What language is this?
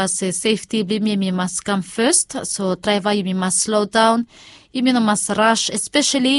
Bislama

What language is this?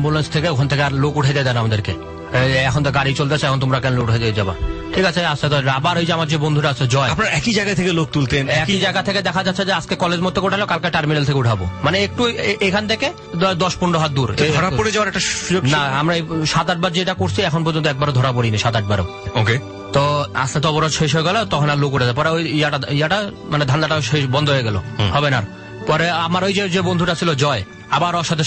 Bangla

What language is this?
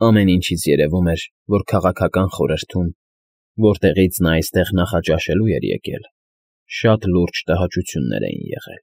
Armenian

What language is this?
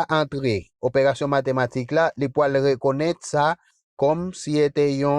Haitian Creole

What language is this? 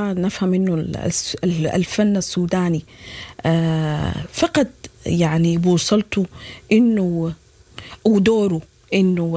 Sudanese Arabic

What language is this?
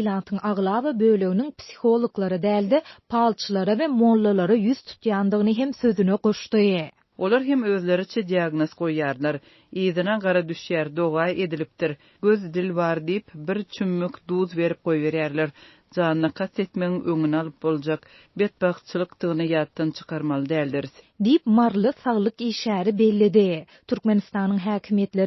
Turkmen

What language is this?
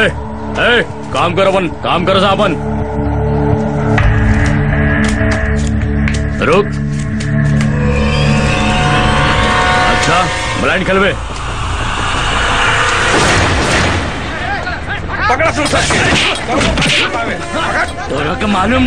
Bhojpuri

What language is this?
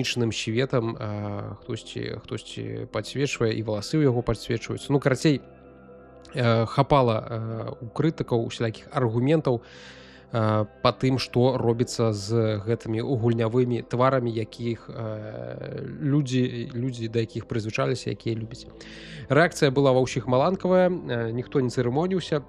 Belarusian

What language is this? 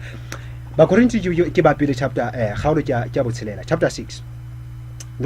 Southern Sotho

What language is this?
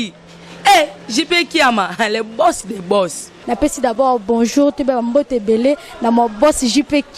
Lingala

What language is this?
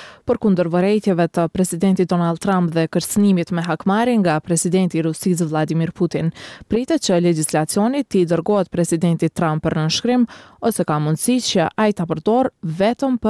Albanian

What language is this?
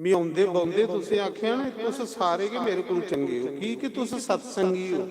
Dogri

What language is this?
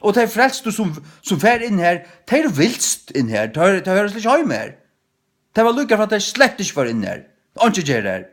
Faroese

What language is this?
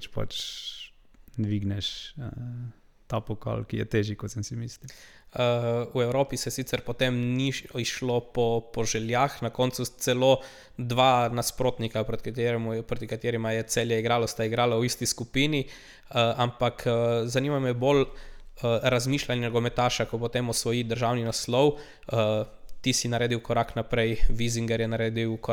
Slovenian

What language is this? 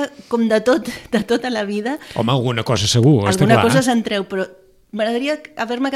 Catalan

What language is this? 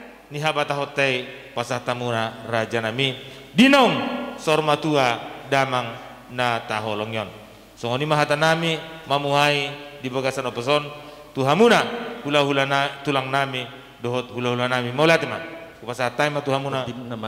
Batak Toba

